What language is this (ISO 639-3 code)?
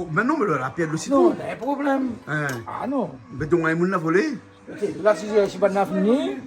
rcf